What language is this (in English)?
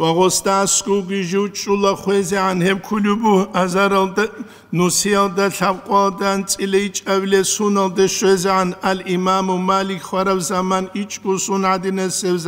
Avaric